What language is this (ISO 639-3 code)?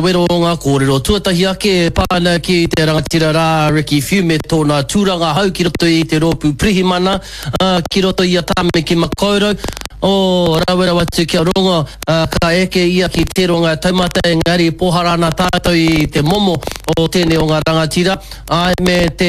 mri